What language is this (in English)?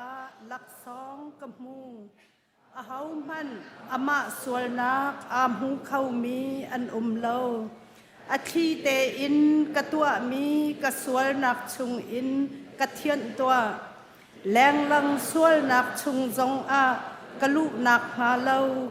Hakha Chin